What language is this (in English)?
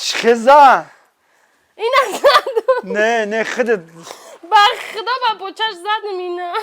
Tajik